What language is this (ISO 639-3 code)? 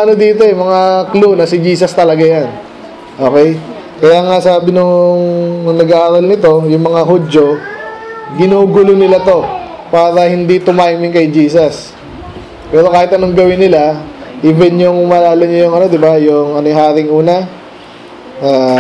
fil